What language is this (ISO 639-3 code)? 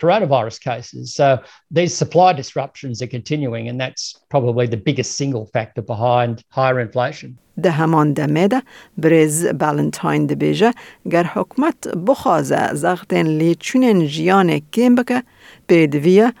kur